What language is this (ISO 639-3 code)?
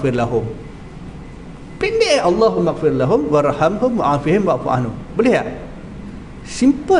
msa